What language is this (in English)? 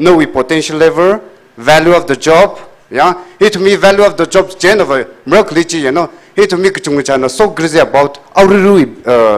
Tangkhul Naga (India)